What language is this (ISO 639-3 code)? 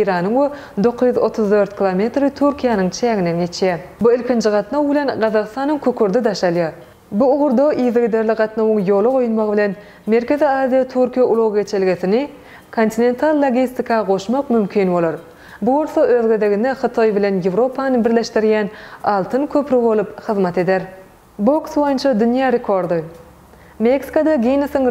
tuk